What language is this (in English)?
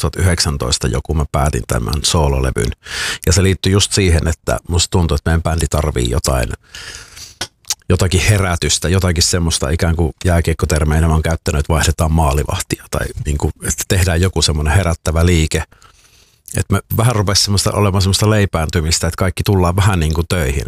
Finnish